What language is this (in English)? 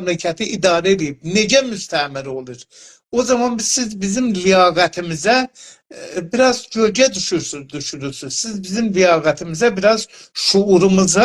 South Azerbaijani